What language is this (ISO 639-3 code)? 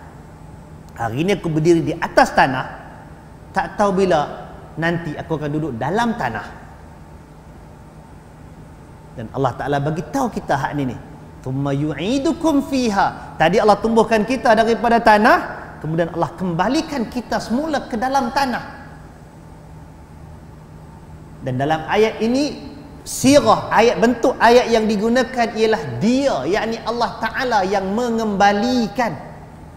msa